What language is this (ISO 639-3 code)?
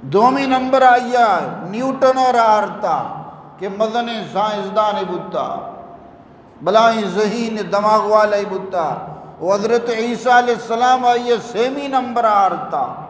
bgp